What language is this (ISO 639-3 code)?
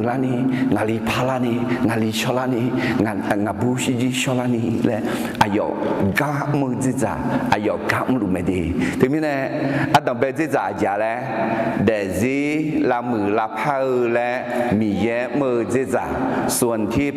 ahk